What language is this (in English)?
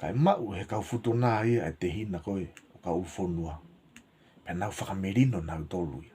Tongan